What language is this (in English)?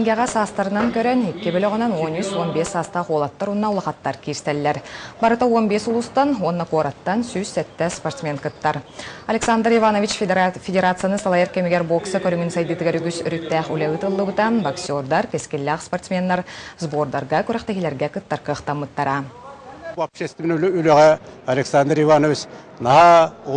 Yakut